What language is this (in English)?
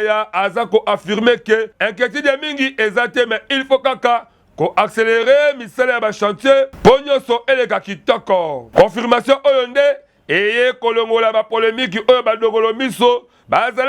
Lingala